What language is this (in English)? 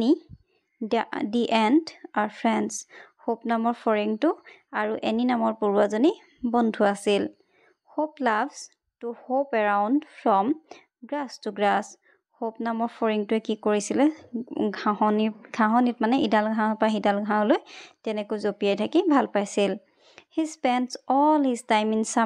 Assamese